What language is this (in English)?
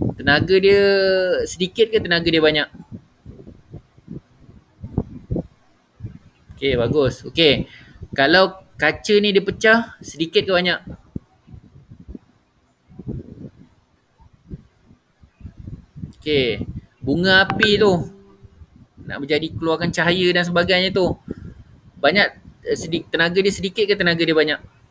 Malay